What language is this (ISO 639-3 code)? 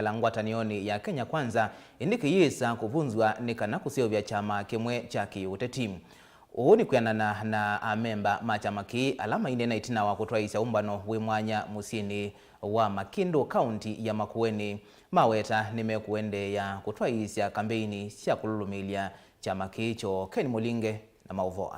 kam